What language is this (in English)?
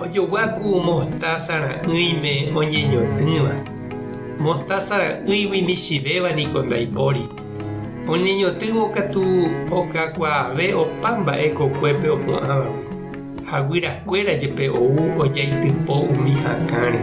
Guarani